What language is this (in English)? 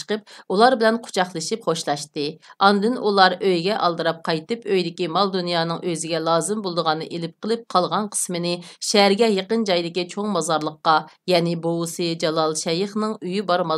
Uyghur